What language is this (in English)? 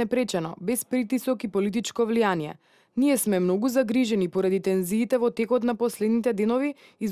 Macedonian